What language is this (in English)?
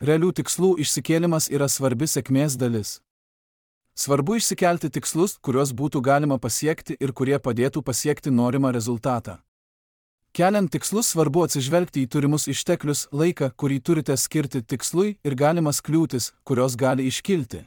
Lithuanian